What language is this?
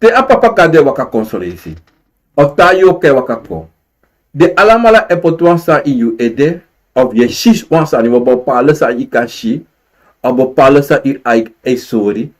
Sranan Tongo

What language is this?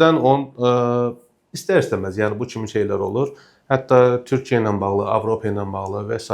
Azerbaijani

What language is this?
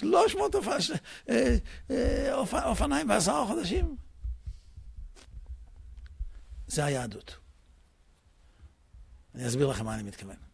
Hebrew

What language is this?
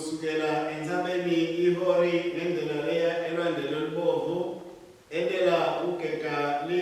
Swati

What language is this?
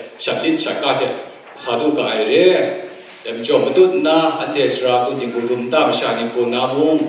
Kachin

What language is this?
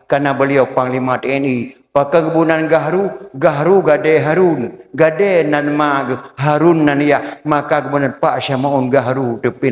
Achinese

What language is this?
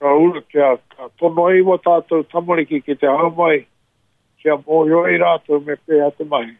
Māori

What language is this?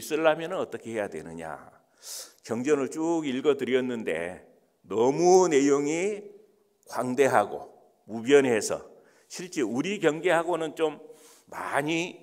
Korean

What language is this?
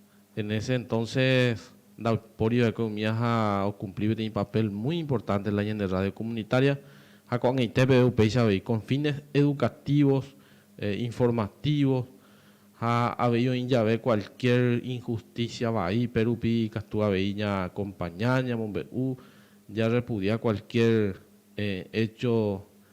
Guarani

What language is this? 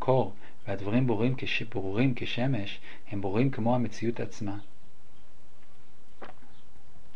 Hebrew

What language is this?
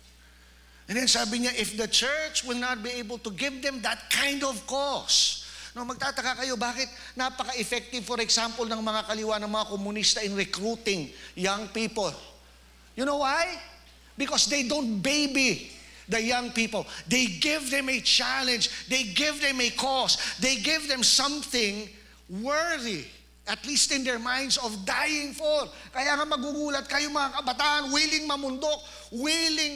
Filipino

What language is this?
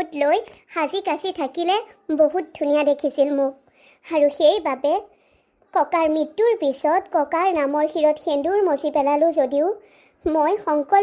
Assamese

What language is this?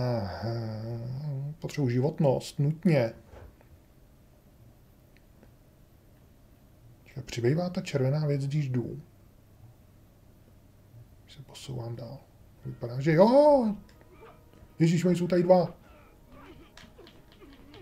Czech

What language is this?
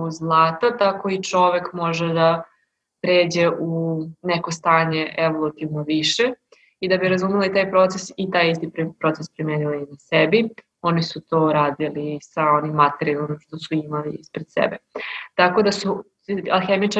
Serbian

